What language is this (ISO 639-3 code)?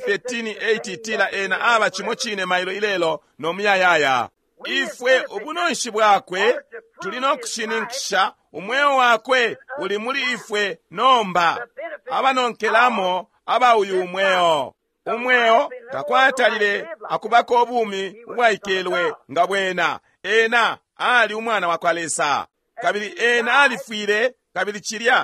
bem